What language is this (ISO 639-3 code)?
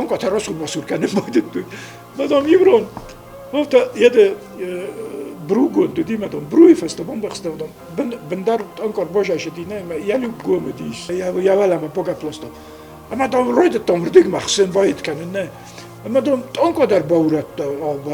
oss